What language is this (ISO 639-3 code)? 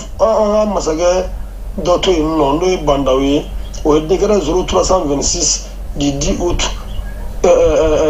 bam